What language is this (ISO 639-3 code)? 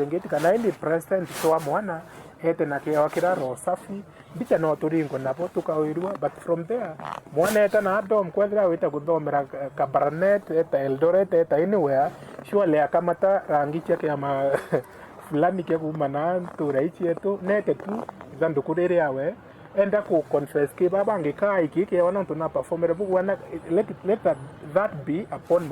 mer